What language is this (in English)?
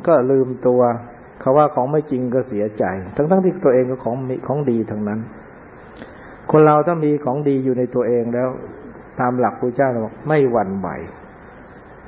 Thai